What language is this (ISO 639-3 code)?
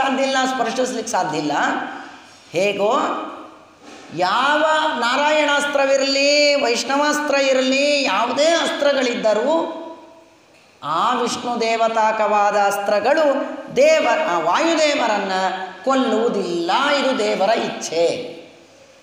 kan